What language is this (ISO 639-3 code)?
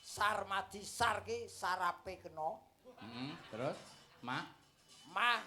jav